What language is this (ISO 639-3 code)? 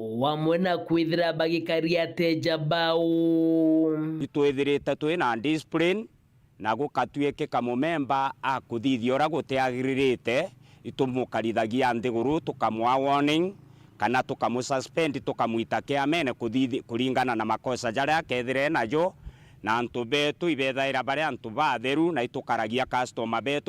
mer